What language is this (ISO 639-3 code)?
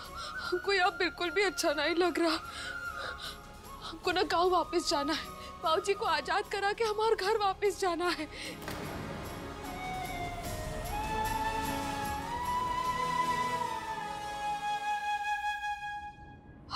hin